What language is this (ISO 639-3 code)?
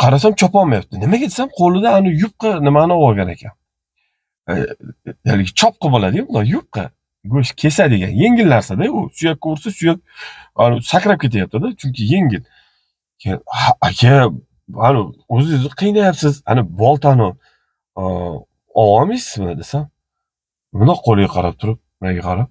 uzb